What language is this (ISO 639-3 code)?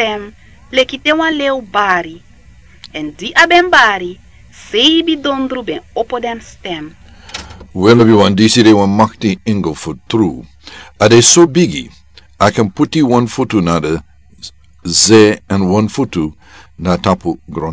srn